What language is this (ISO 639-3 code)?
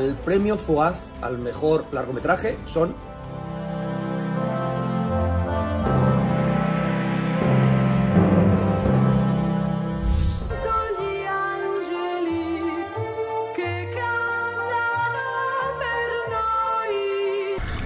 spa